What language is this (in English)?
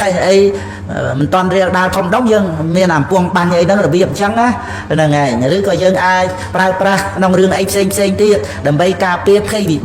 Khmer